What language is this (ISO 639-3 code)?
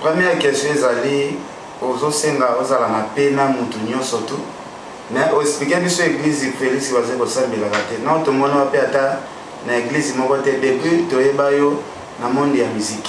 lin